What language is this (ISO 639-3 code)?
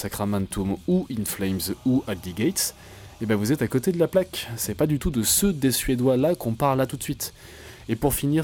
fra